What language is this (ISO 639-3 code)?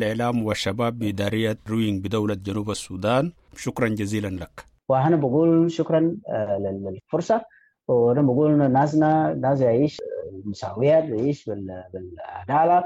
apd